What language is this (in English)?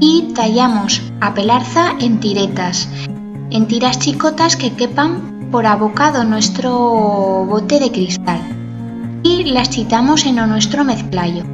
Aragonese